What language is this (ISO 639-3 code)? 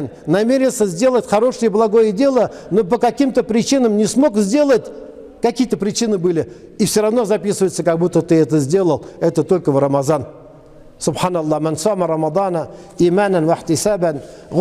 tat